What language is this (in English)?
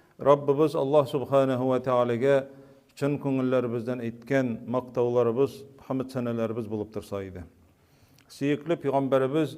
Tatar